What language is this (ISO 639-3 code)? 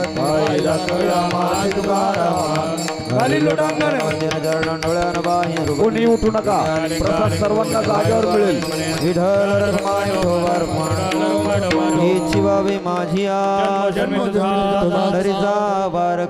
mar